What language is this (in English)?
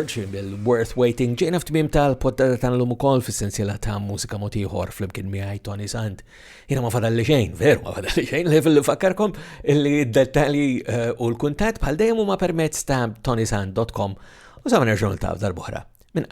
Maltese